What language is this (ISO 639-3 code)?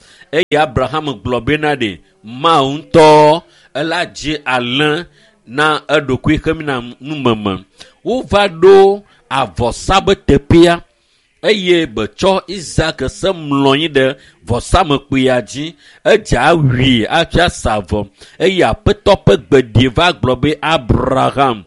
ewe